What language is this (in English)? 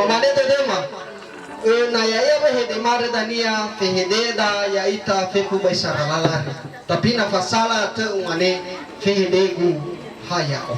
Nias